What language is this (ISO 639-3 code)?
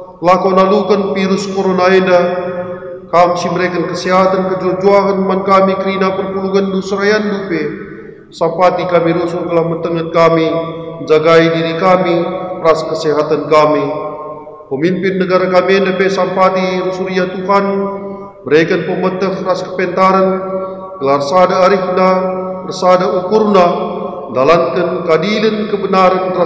btx